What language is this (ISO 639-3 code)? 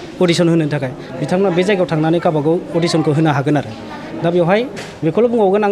brx